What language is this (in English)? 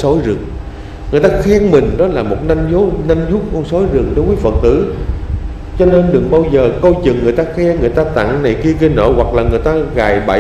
Vietnamese